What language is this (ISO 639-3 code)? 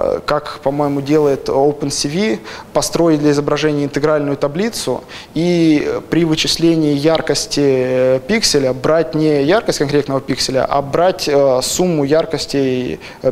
rus